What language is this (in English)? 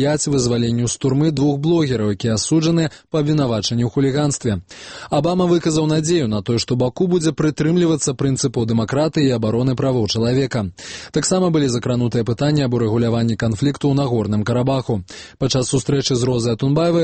Belarusian